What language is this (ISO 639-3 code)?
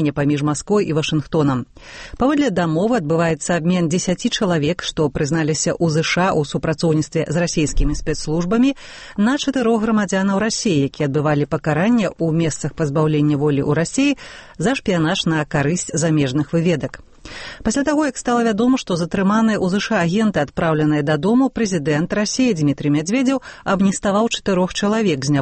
bel